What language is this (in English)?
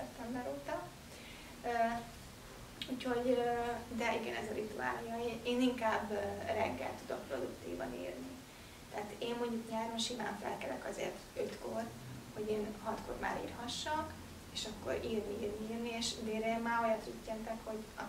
Hungarian